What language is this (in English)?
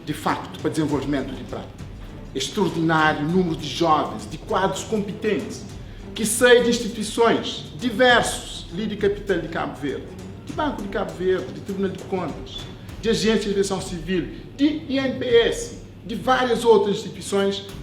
Kabuverdianu